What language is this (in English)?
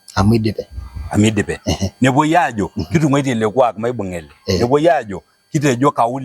Masai